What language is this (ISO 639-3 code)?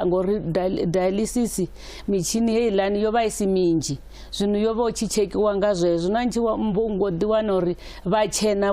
ven